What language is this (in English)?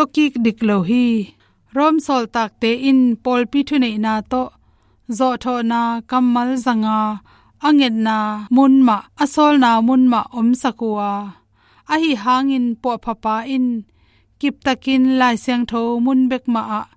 Tedim Chin